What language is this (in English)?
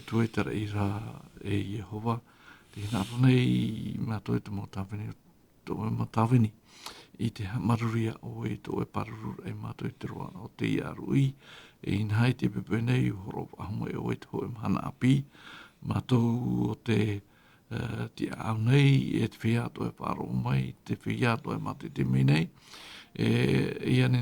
Tahitian